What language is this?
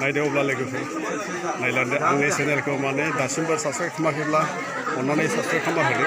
Bodo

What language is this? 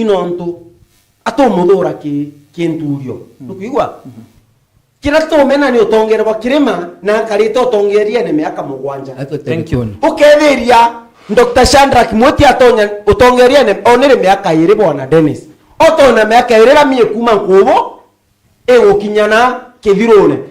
Meru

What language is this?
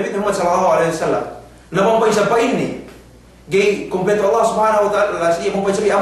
Yakan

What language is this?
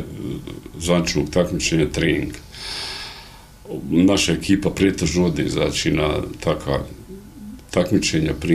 Bosnian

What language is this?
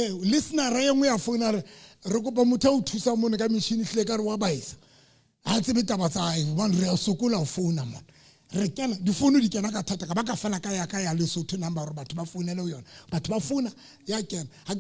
Southern Sotho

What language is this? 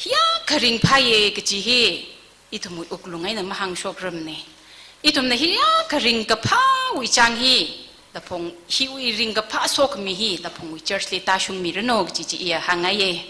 Tangkhul Naga (India)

